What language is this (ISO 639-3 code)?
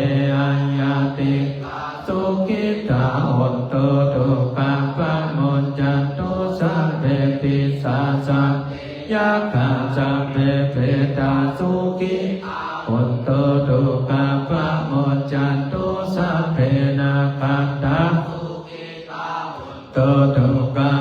pli